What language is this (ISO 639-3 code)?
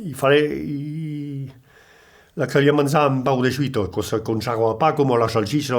oci